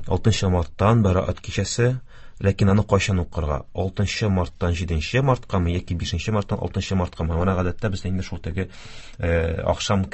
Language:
Tatar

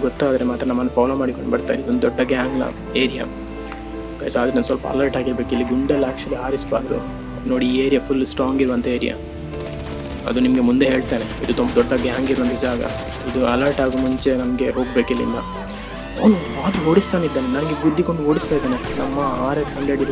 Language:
Kannada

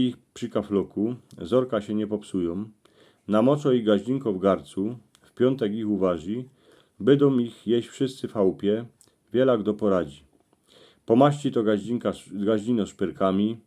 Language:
Silesian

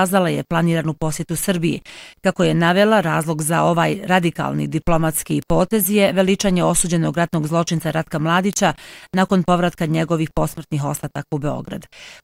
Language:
Bosnian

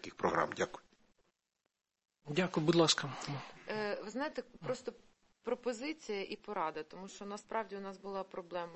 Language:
Ukrainian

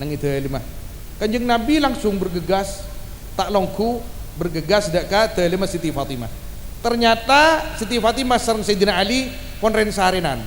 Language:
Madurese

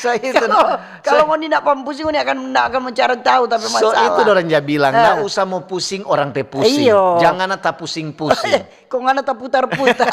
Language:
Manado Malay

